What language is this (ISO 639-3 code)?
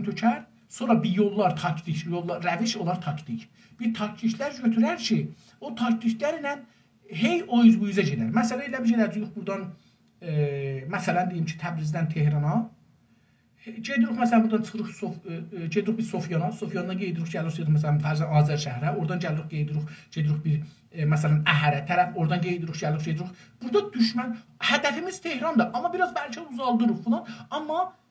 azb